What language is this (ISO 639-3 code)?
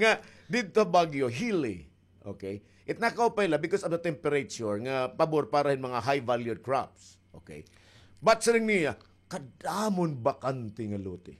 war